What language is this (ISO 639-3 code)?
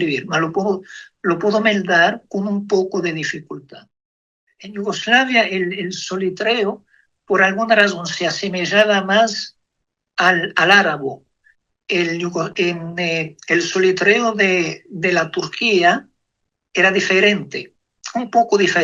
lad